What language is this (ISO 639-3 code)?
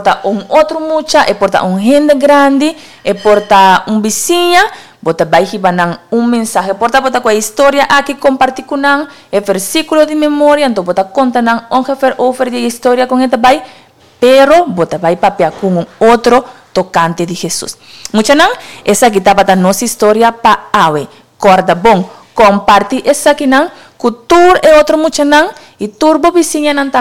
pap